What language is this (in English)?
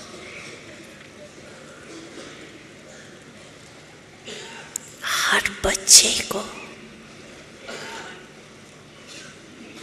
Hindi